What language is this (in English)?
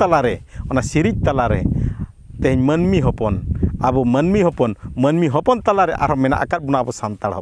Santali